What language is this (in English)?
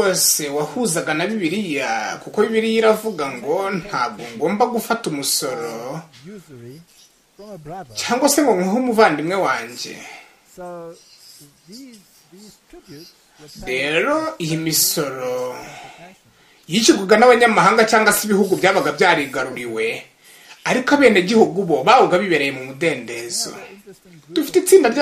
Kinyarwanda